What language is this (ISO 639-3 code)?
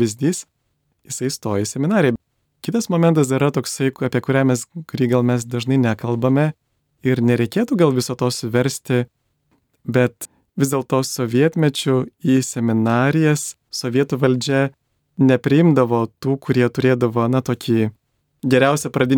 lit